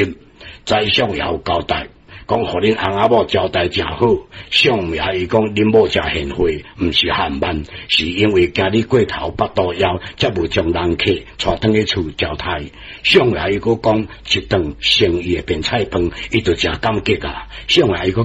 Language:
Min Nan Chinese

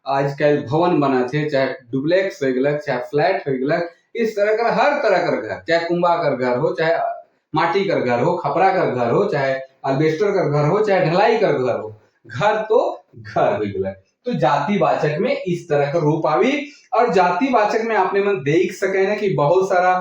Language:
Sadri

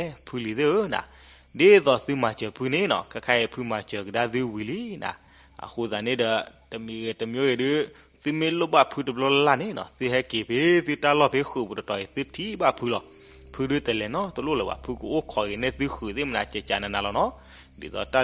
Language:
S'gaw Karen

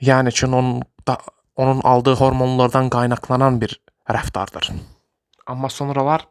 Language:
Azerbaijani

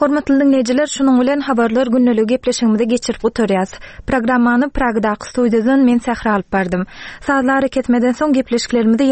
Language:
Turkmen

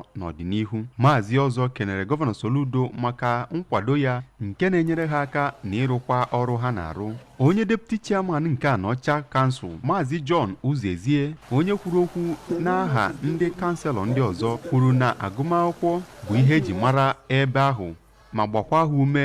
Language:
Igbo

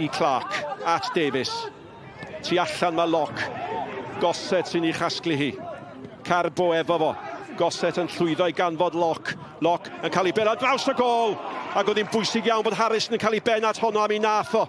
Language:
Welsh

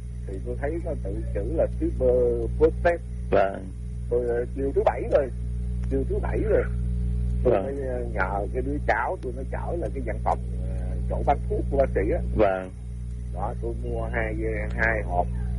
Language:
Vietnamese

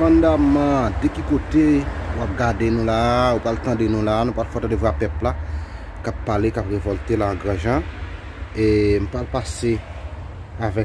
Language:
Haitian Creole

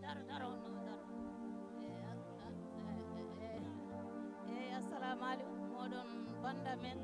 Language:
Fula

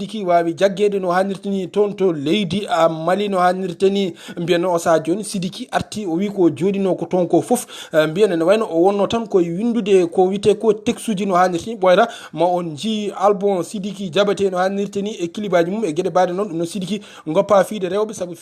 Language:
Fula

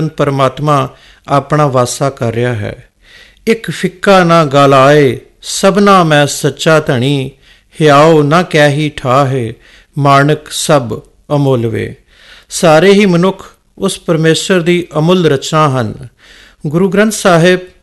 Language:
Punjabi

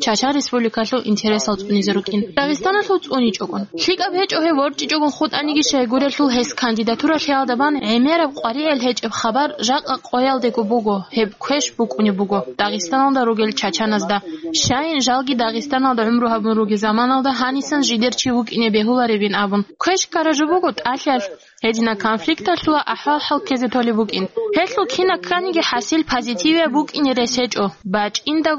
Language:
Avaric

